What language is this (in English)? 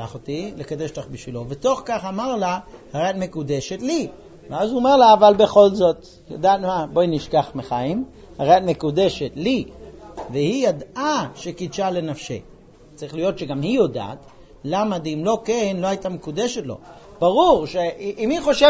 Hebrew